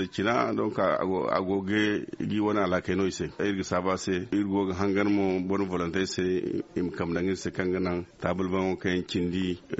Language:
Zarma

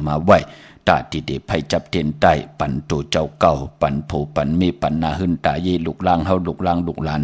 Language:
Shan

